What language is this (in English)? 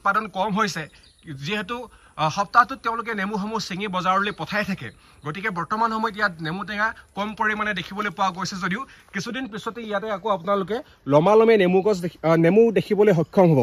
Assamese